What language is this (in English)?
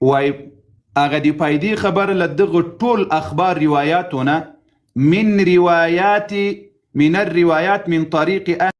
Pashto